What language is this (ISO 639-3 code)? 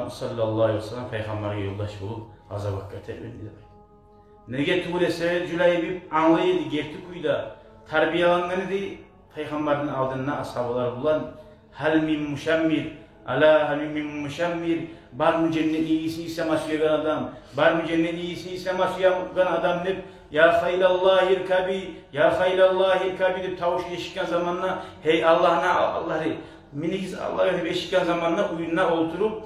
kum